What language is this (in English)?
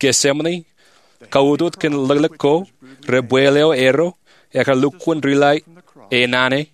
Marshallese